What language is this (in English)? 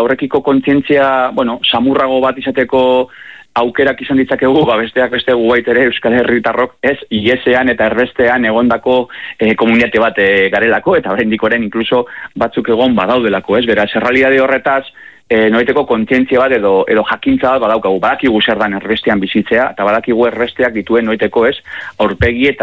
Basque